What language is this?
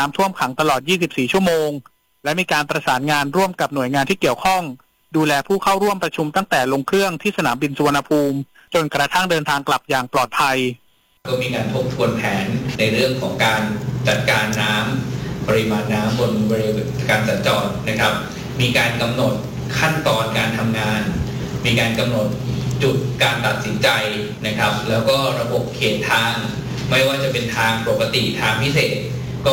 Thai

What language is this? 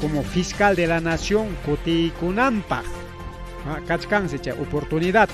Ayacucho Quechua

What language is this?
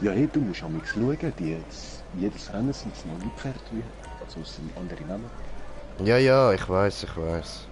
Swiss German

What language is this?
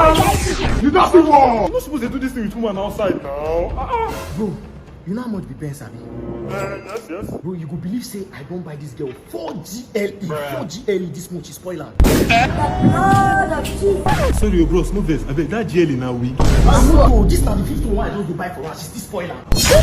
Nigerian Pidgin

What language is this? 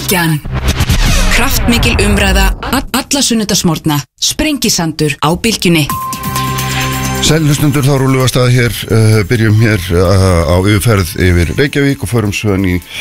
Icelandic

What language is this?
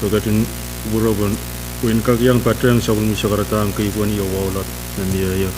Pohnpeian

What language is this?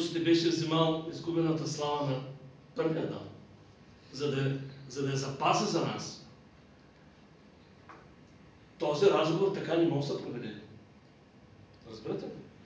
Bulgarian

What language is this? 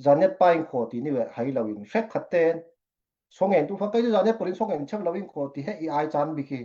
Falam Chin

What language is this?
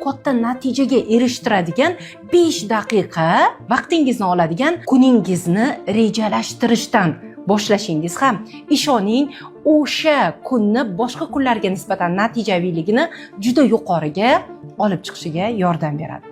Uzbek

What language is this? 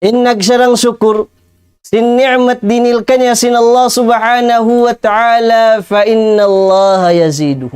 Tausug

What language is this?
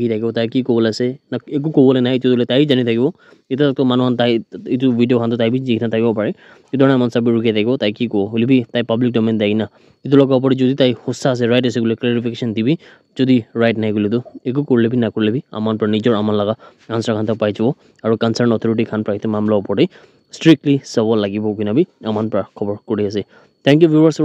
Naga Pidgin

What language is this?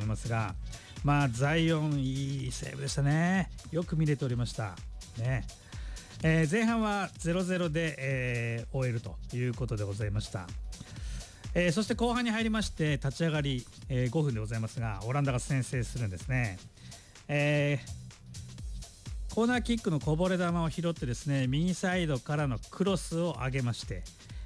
Japanese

